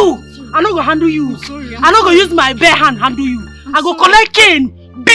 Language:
Nigerian Pidgin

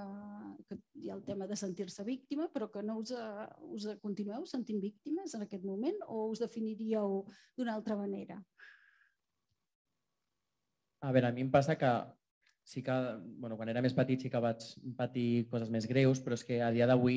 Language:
Catalan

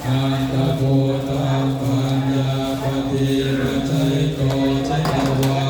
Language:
Pali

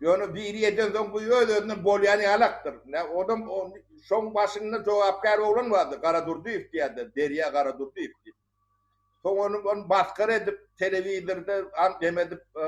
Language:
Turkmen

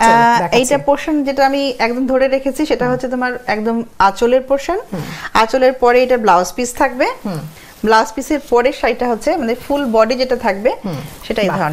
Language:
Bangla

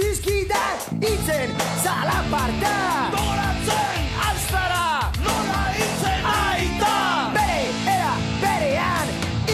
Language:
Basque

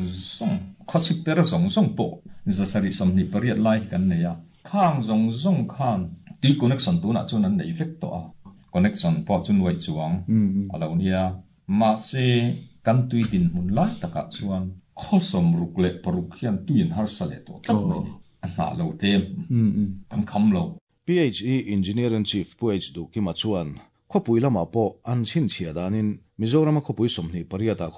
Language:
Mizo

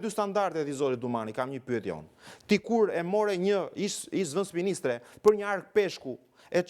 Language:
Albanian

